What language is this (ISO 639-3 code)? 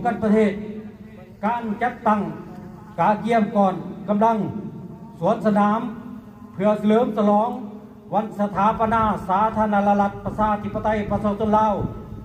lao